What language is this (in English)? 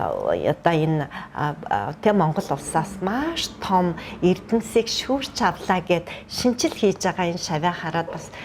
Mongolian